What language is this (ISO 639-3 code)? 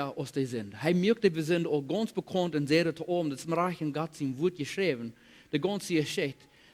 pdt